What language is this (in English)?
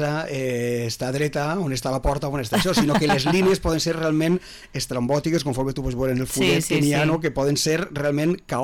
Catalan